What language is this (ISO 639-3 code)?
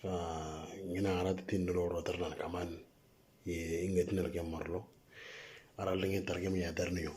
mor